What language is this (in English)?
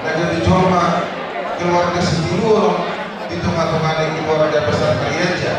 Batak Toba